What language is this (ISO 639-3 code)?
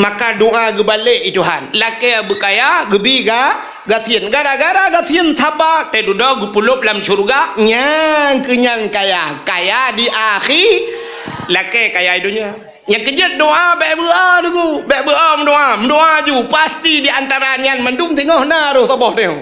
ace